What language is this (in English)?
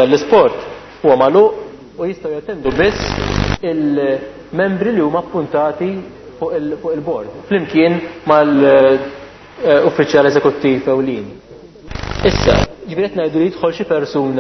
Maltese